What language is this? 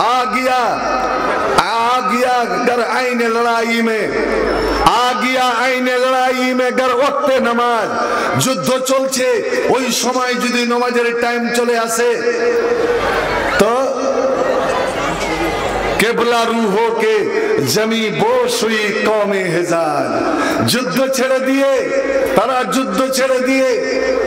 Bangla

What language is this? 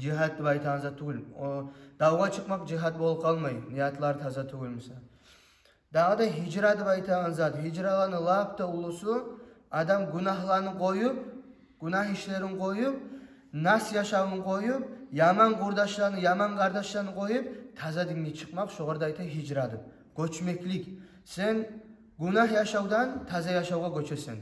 Kumyk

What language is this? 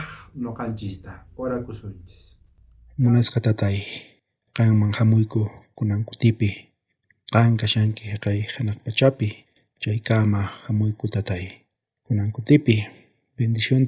South Bolivian Quechua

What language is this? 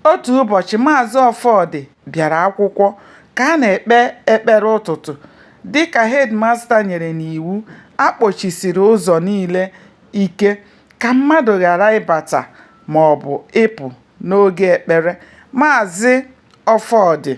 Igbo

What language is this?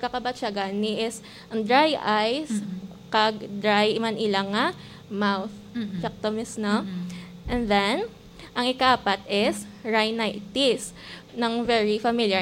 Hiligaynon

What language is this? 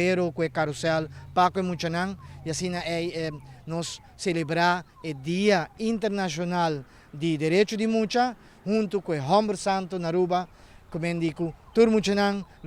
Papiamento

